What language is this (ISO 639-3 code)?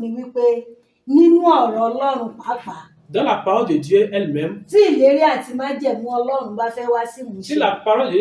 yor